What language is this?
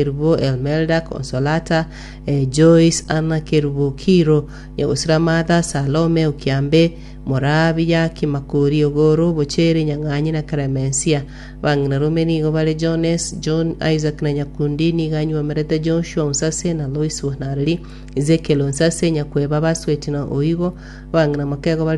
Gusii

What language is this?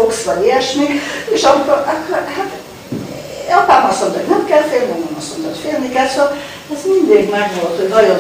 Hungarian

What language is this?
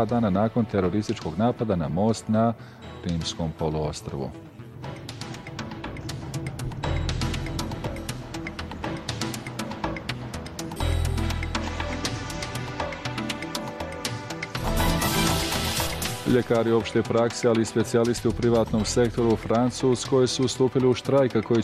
Bosnian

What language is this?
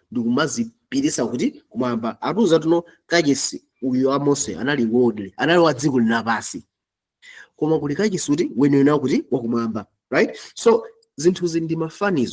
Nyanja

